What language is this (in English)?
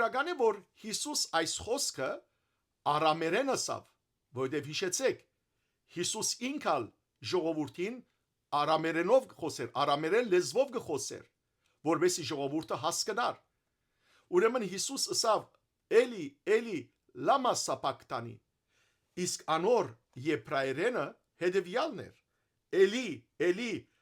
Western Armenian